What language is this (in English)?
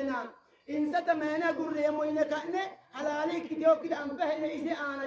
Sidamo